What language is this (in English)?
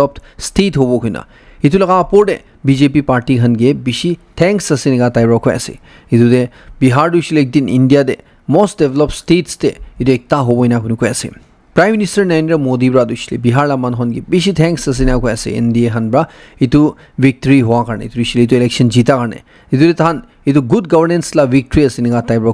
Naga Pidgin